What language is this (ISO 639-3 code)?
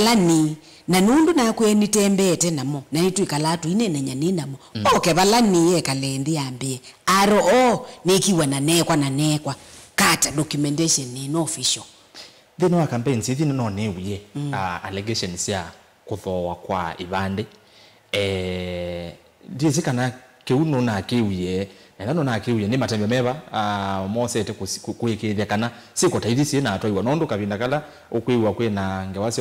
kam